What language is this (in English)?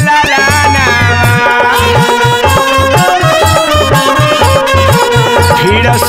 Bhojpuri